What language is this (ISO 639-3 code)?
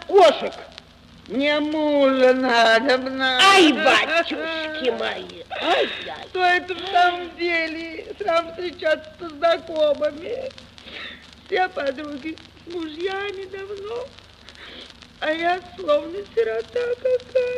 rus